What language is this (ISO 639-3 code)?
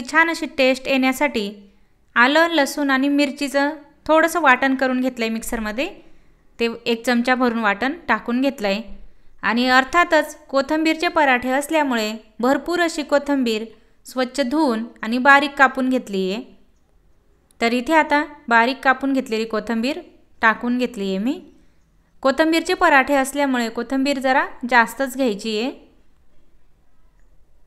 mar